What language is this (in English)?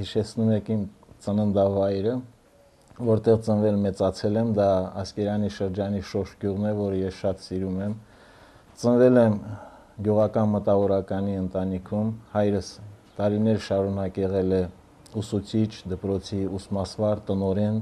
Armenian